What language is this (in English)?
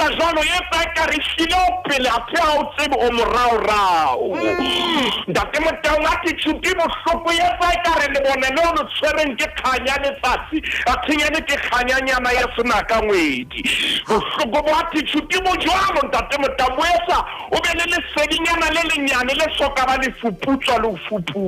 Southern Sotho